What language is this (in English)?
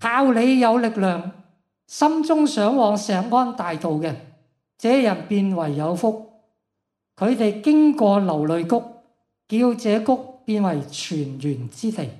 Cantonese